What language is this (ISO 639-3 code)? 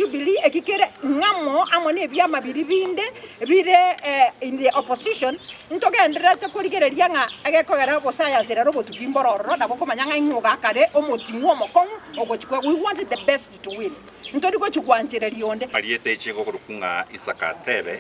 guz